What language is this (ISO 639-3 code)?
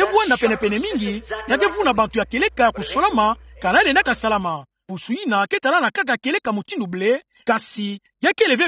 ktu